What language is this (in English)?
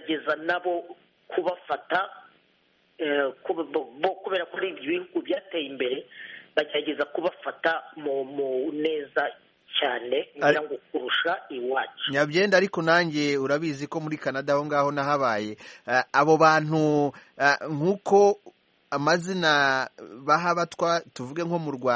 Kinyarwanda